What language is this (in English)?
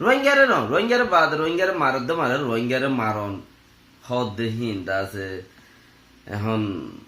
Rohingya